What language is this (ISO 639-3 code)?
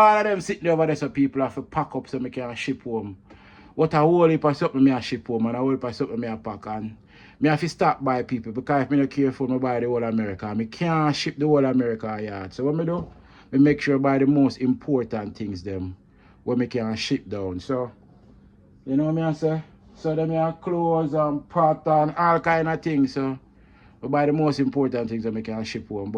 jam